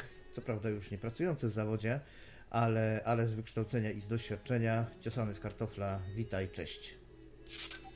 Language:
Polish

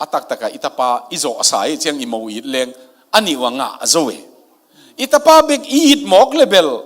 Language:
Tedim Chin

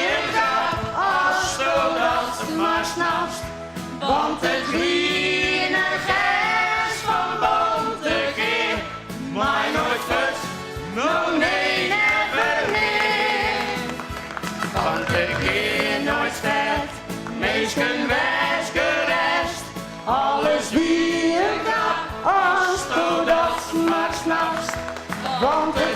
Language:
Western Frisian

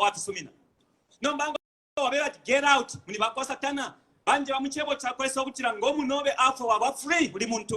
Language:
Bemba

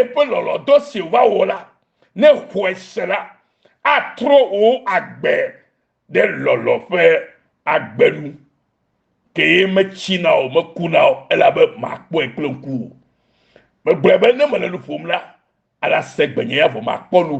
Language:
Ewe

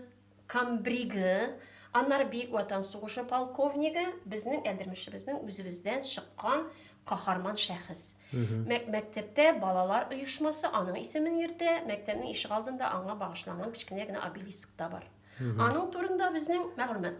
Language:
Tatar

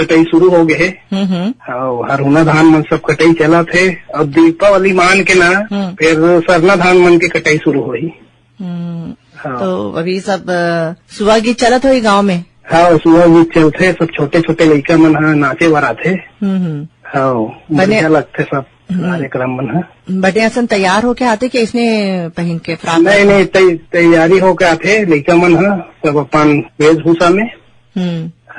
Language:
Chhattisgarhi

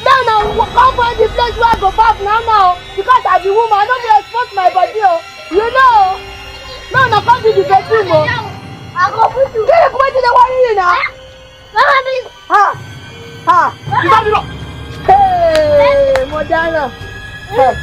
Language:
Nigerian Pidgin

